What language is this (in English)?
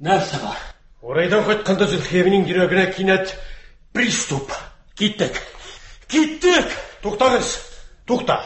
Tatar